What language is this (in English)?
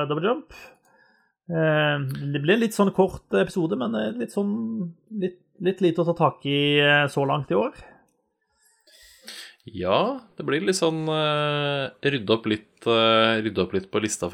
Norwegian